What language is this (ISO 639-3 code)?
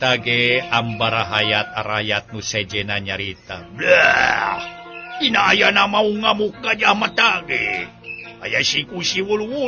sun